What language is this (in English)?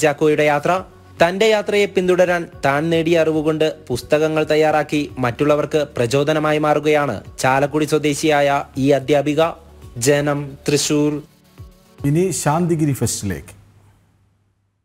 Malayalam